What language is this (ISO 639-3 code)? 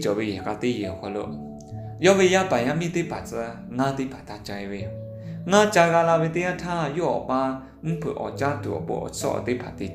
lhu